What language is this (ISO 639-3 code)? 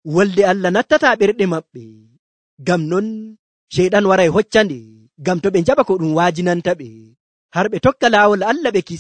fuv